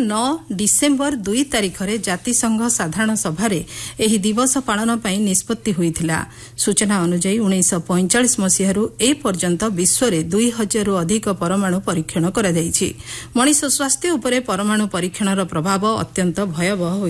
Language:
Odia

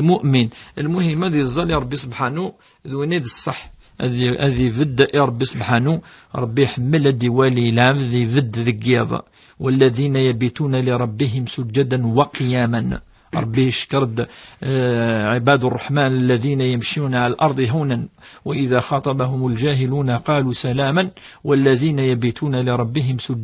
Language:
Kabyle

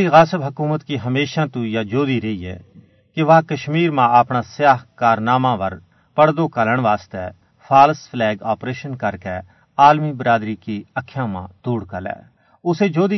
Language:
Gujari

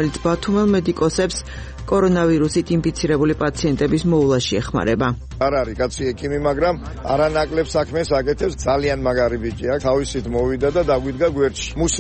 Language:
Georgian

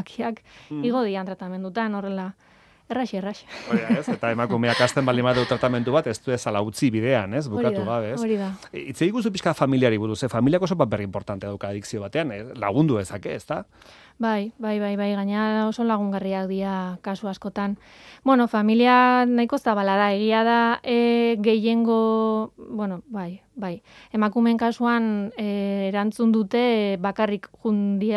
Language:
Basque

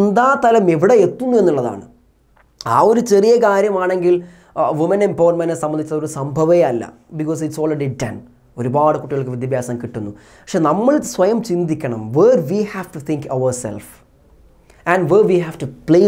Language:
Malayalam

